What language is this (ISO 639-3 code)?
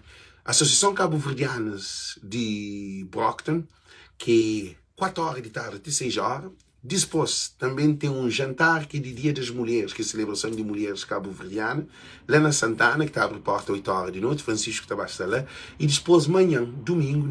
kea